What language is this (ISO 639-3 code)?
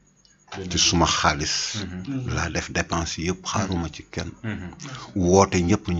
wol